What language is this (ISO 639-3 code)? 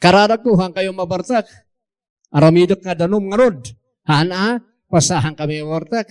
ilo